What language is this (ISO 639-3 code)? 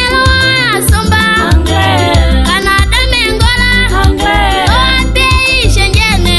tll